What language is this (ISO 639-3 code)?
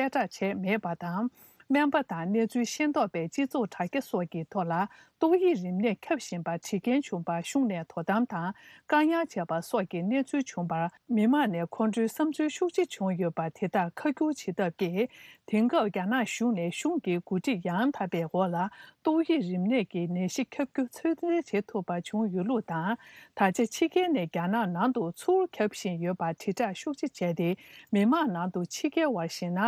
bod